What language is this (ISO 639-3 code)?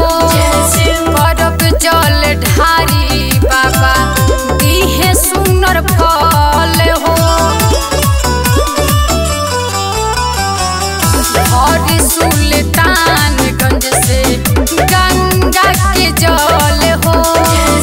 bho